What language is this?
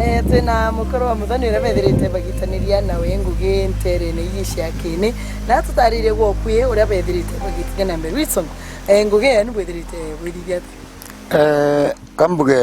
Meru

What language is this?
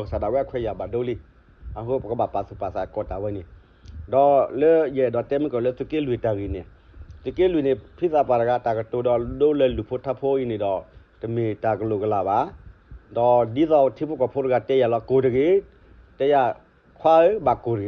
S'gaw Karen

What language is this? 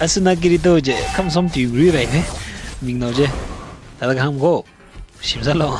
Tangkhul Naga (India)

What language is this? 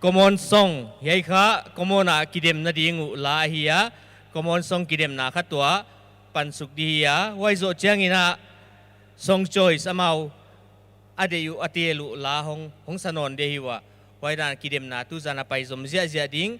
Paite Chin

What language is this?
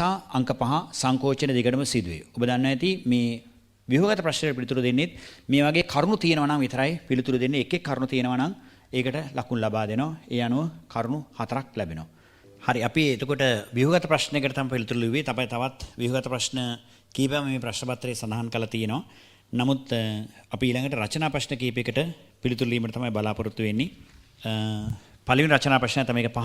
Sinhala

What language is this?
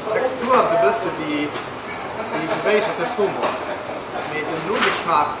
Luxembourgish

